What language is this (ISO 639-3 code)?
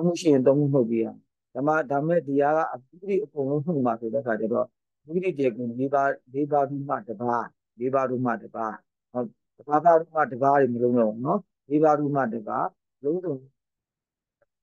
mya